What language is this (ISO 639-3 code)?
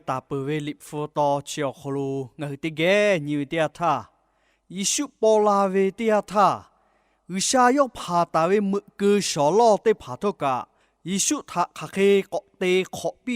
lhu